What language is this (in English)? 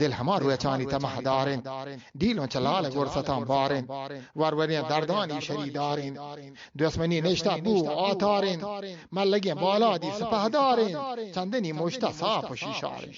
Eastern Balochi